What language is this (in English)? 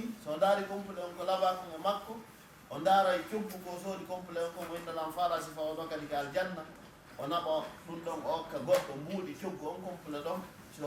Fula